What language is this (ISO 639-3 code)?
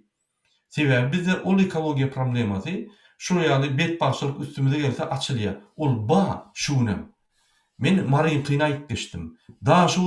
tuk